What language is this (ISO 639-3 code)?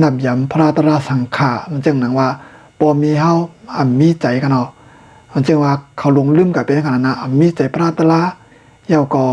shn